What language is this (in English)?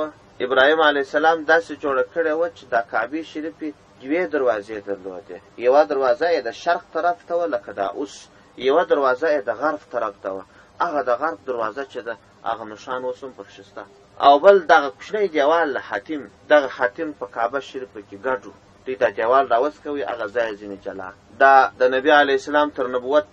Pashto